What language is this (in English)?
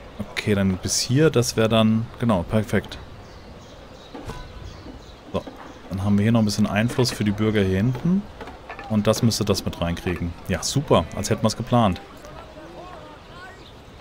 German